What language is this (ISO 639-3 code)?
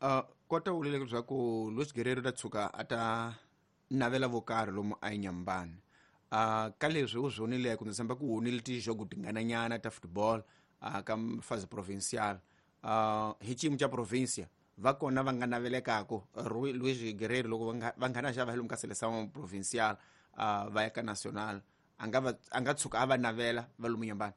tso